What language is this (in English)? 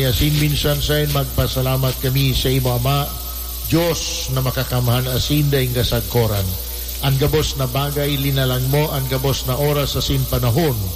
Bikol